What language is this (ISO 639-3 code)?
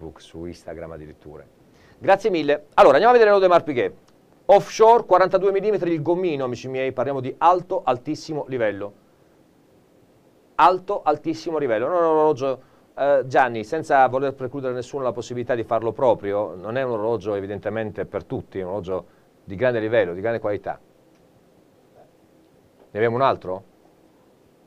ita